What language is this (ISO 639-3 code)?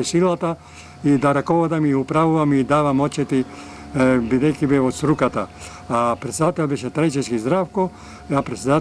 mkd